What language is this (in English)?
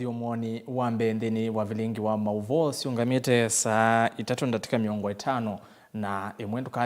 Kamba